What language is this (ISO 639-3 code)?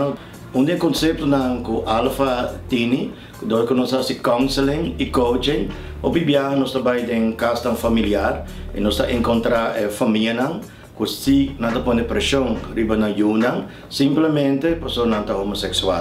pap